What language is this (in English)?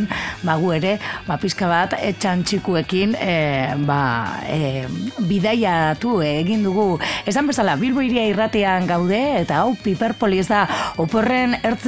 Basque